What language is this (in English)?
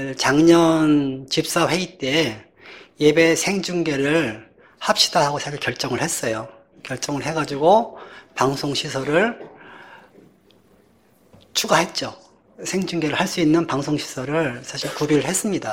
Korean